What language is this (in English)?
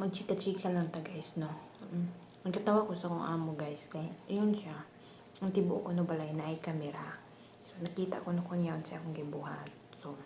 Cebuano